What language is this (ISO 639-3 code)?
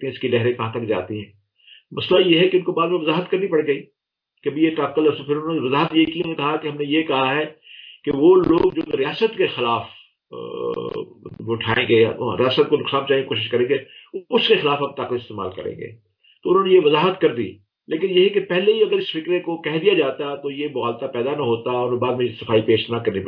urd